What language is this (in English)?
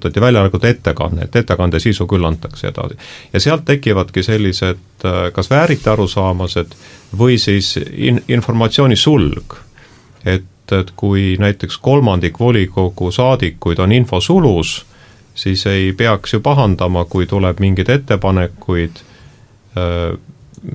Estonian